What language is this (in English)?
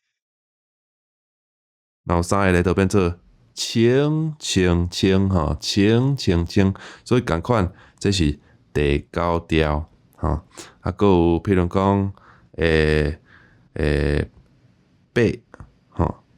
Min Nan Chinese